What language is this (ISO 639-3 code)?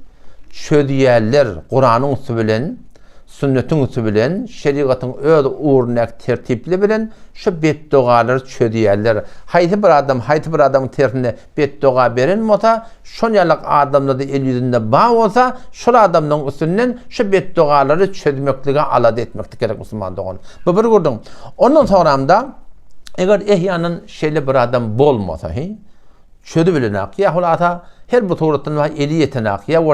tuk